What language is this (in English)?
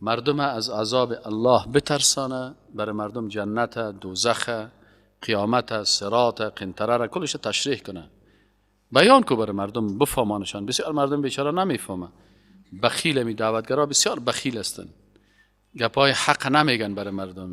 Persian